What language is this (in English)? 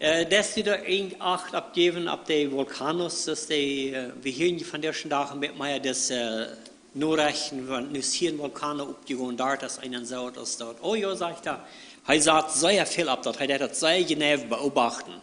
Plautdietsch